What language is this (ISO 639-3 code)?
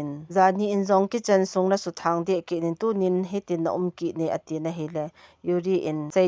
tcz